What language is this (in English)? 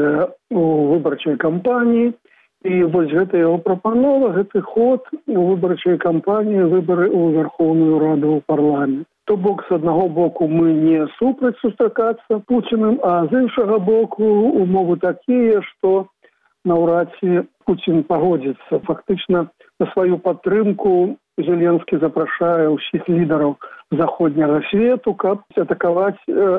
Belarusian